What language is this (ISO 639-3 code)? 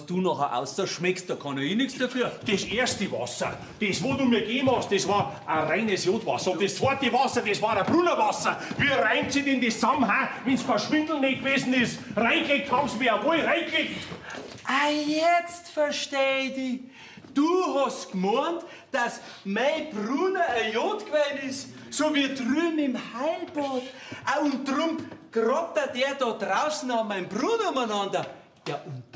bar